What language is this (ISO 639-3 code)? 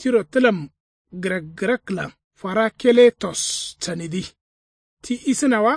kau